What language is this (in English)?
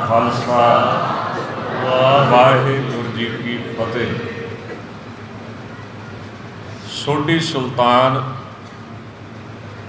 Punjabi